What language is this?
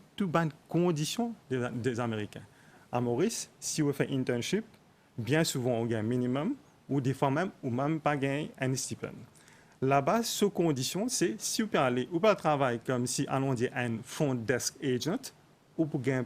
Morisyen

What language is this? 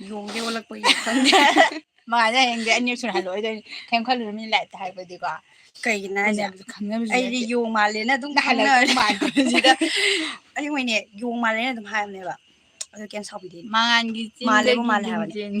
Manipuri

